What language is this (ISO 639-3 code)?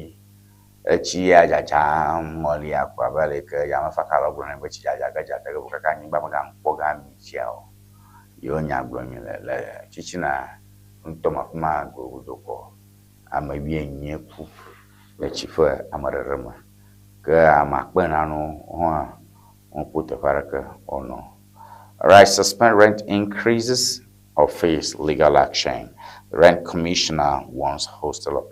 ewe